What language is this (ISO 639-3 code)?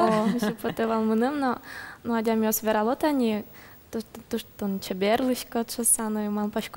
udm